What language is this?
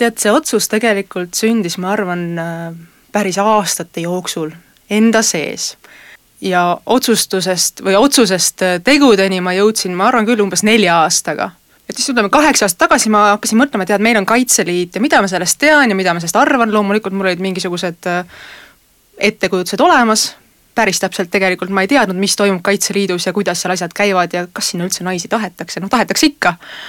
Estonian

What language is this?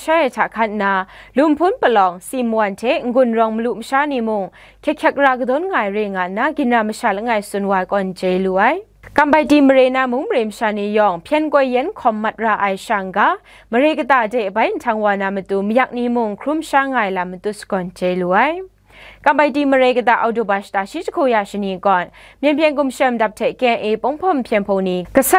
Kachin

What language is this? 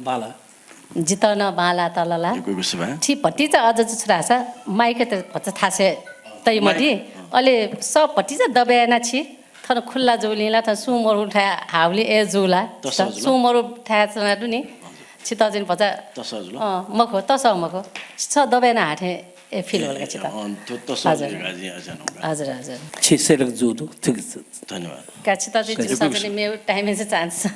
Newari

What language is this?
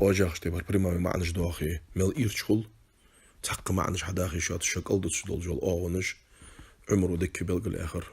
Ingush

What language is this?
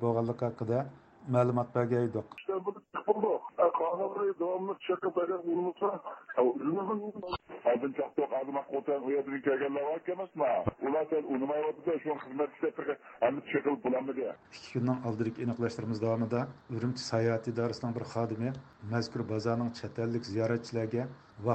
Uyghur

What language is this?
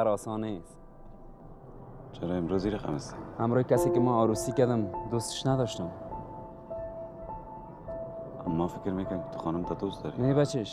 Persian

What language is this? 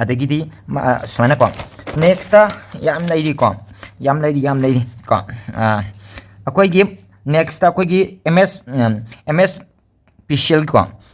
Manipuri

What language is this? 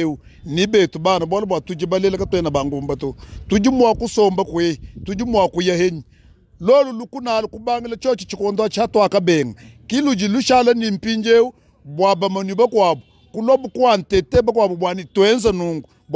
Luba-Lulua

